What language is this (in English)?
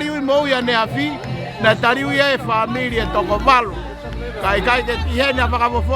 Tongan